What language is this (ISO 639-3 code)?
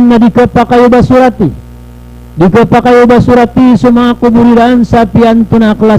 mrw